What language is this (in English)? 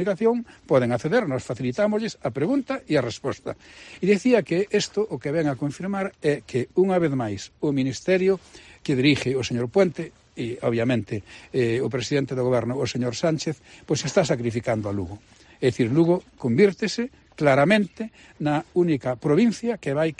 Galician